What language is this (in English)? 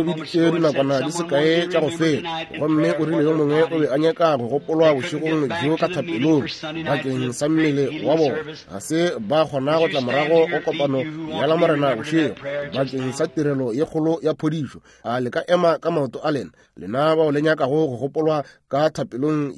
Northern Sotho